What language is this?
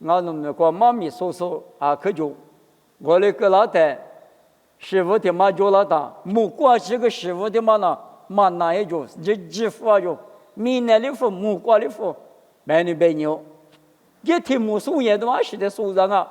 Lisu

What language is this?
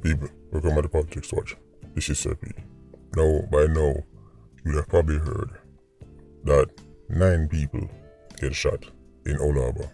Jamaican Creole English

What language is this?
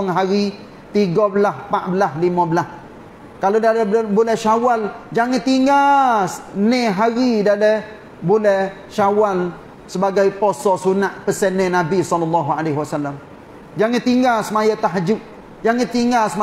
Malay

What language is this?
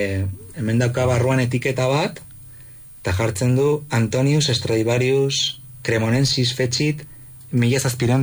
Basque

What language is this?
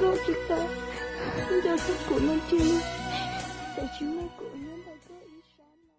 Hmong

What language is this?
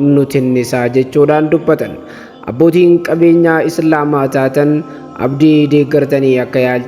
Oromo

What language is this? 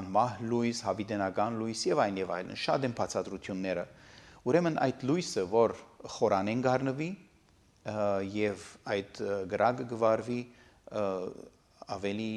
Armenian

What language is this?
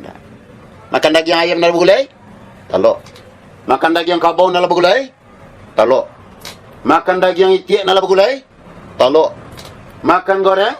Minangkabau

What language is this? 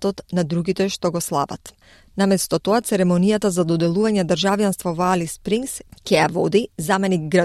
Macedonian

